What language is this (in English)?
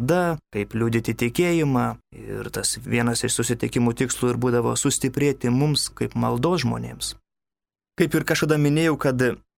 Lithuanian